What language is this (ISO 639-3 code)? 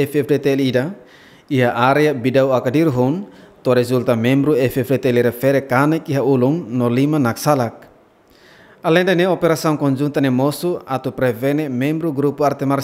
tet